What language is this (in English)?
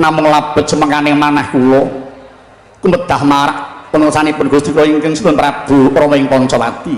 Javanese